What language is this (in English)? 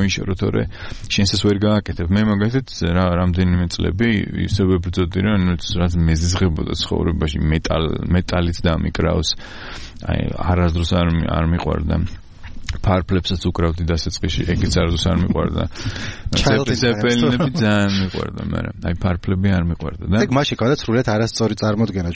Georgian